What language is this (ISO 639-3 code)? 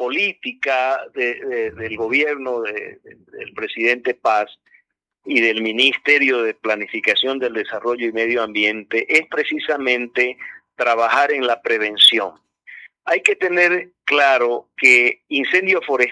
spa